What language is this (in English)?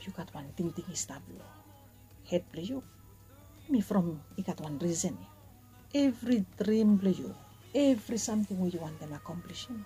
Bislama